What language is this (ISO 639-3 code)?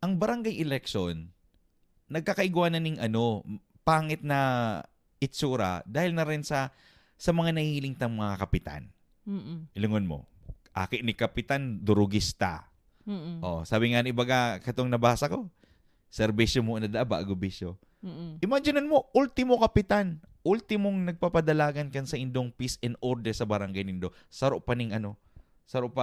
bik